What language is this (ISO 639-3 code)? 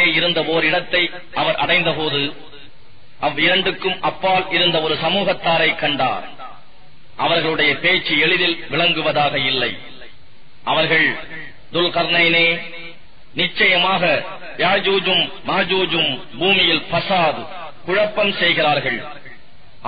tam